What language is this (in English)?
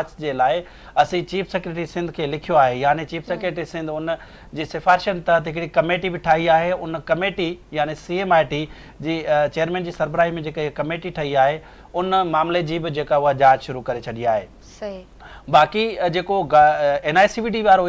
Sindhi